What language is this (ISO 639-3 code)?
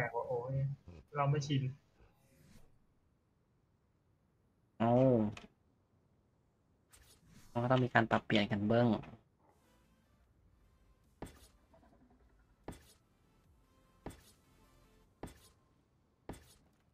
tha